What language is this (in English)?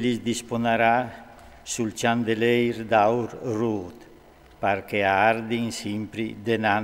Friulian